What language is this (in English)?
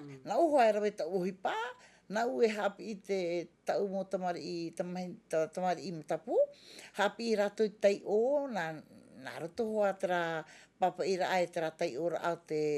Tahitian